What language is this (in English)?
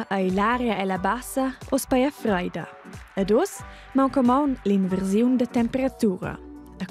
Romansh